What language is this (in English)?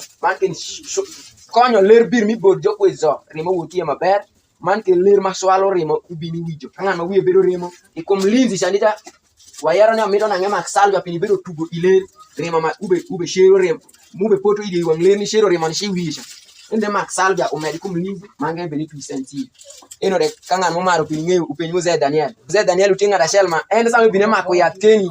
Alur